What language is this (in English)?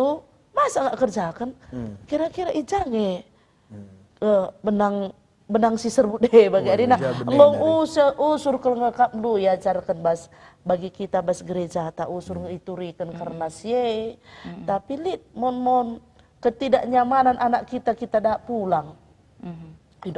Batak Karo